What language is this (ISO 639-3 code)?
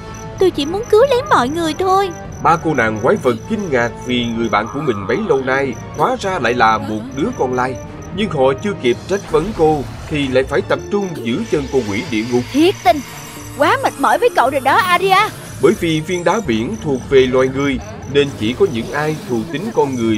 vie